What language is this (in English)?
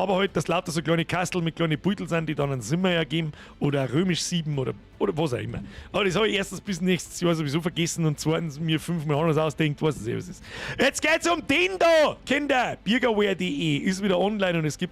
Bavarian